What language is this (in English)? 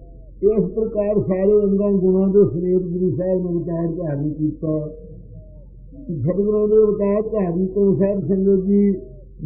Punjabi